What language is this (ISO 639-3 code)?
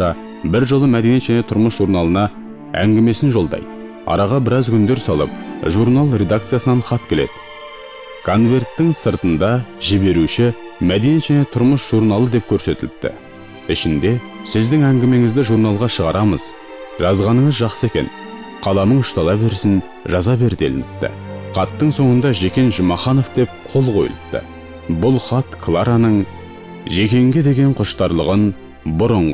kaz